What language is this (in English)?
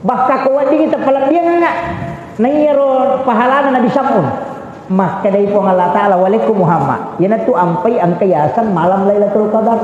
Buginese